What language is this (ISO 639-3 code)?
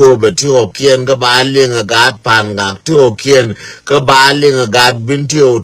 nus